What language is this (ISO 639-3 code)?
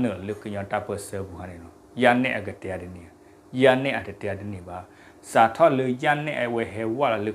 ksw